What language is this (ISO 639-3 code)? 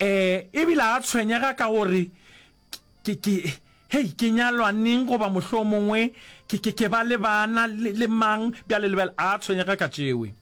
nso